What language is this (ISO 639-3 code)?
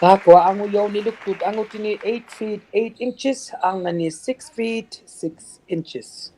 iku